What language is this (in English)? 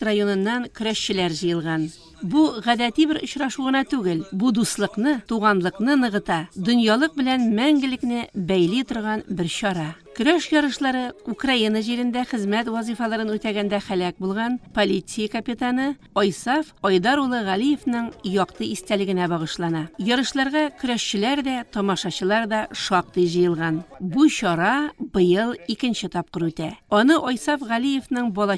Tatar